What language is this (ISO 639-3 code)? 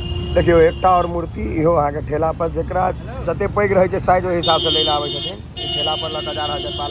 mai